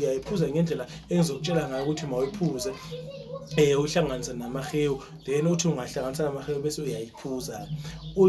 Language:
Zulu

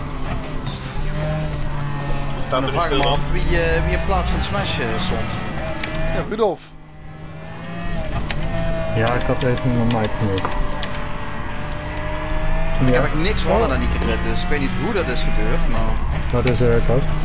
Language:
Dutch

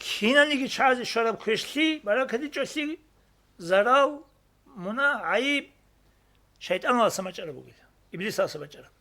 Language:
Avaric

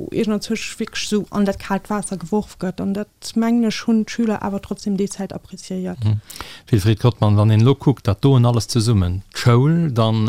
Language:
Luxembourgish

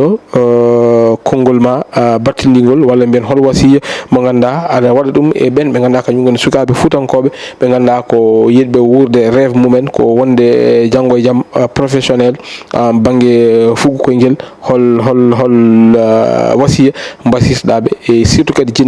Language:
Fula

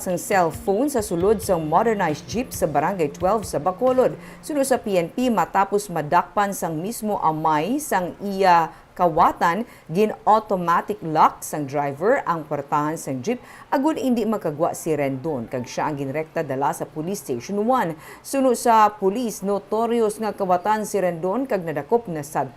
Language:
Hiligaynon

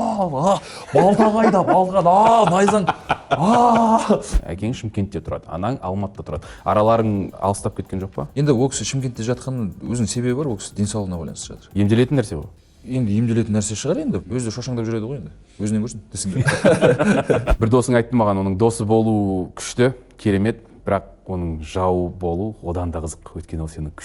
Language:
Kazakh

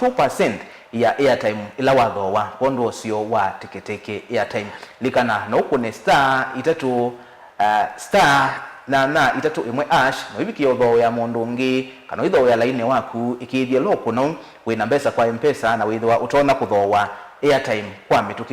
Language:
Kamba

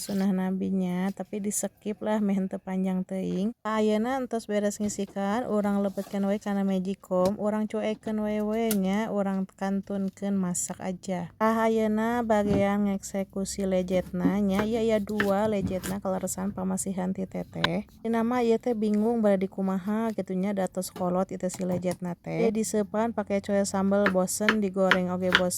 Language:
Sundanese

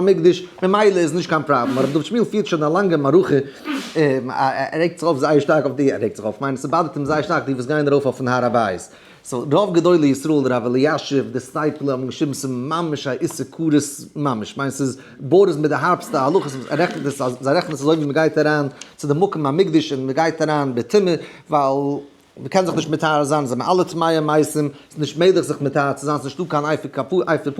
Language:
Yiddish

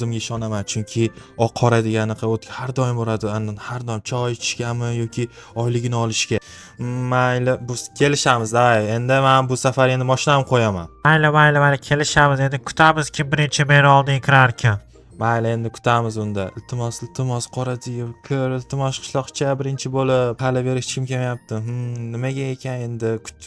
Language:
Uzbek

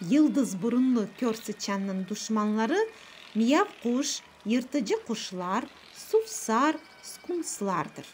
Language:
Crimean Tatar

